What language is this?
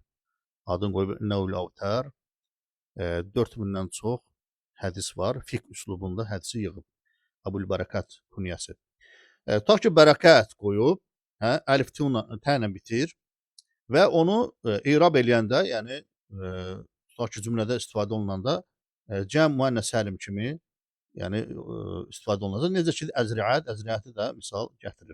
Azerbaijani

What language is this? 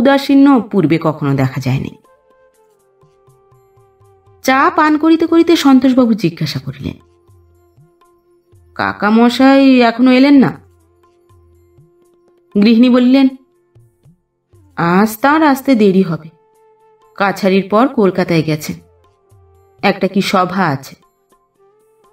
Bangla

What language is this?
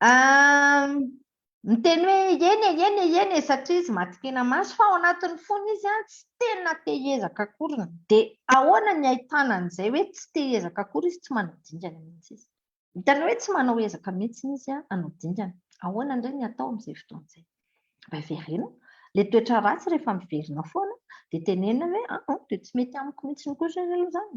Malagasy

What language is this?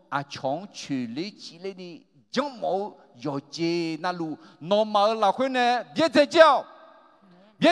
Akha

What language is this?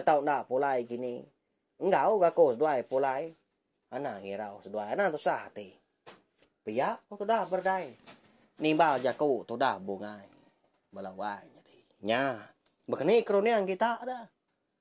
Iban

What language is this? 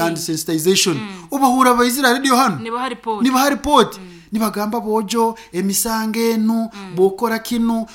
Nyankole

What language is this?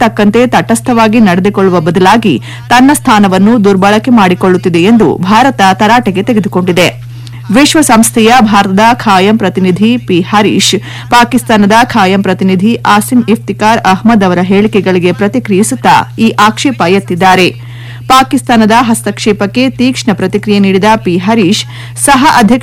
Kannada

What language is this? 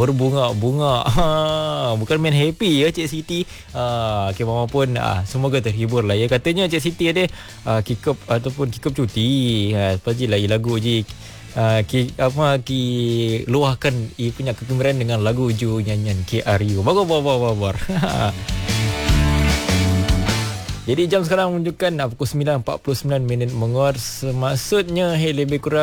Malay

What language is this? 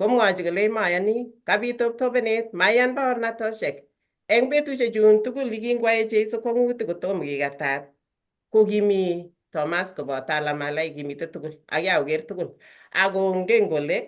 Kalenjin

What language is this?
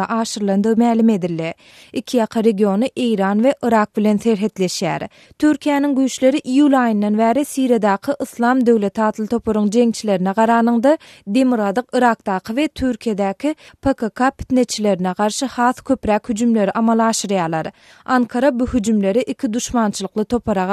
Turkmen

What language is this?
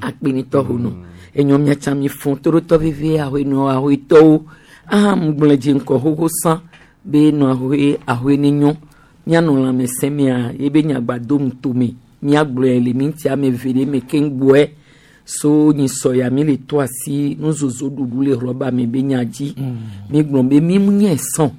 Gen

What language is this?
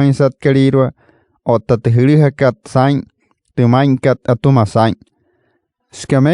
Wayuu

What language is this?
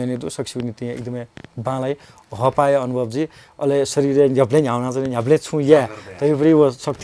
Newari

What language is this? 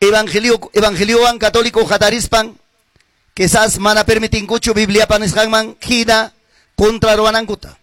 Quechua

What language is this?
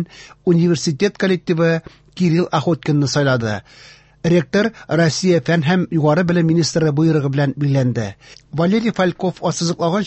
Tatar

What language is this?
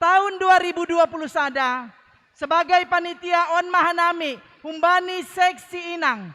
Batak Simalungun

